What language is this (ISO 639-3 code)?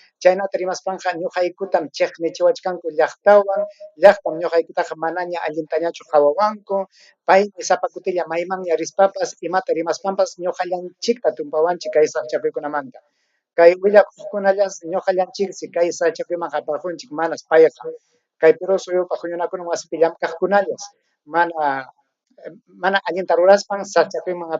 quy